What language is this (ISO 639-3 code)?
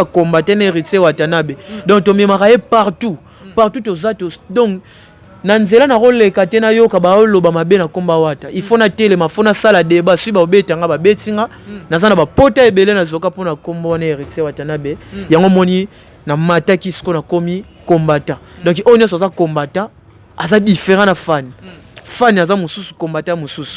lin